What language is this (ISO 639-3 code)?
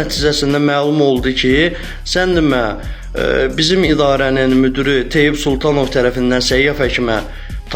aze